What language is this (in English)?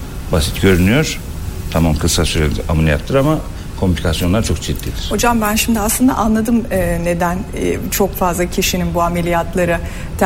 Turkish